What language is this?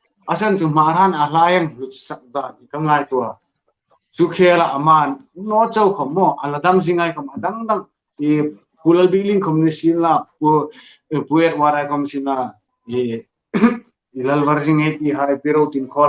Hmar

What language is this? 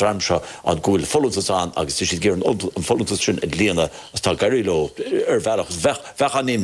Irish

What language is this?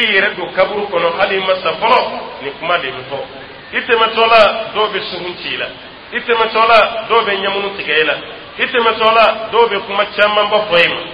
Dyula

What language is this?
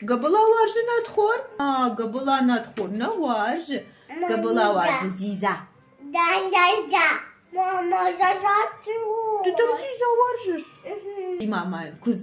Ossetic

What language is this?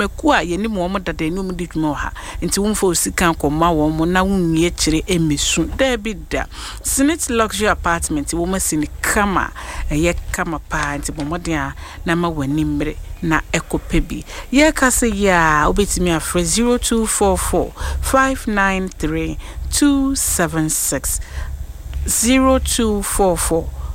Akan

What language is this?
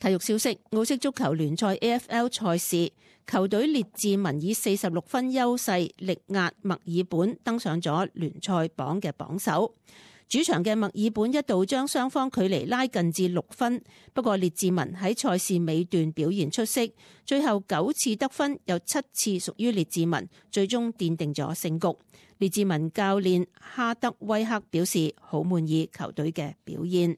Cantonese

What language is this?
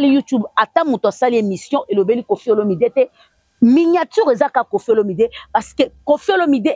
Lingala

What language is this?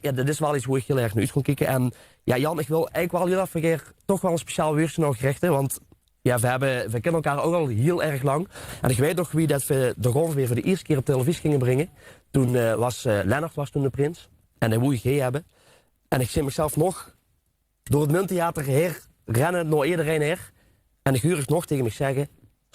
Limburgish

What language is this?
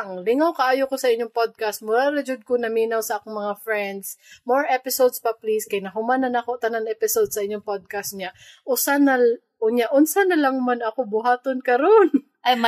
Cebuano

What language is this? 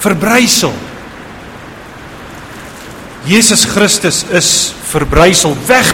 Afrikaans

